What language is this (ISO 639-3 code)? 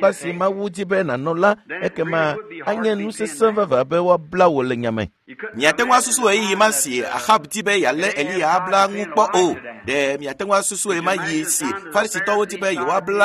ewe